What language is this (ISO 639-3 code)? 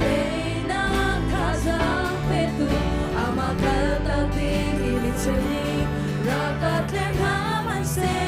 cnh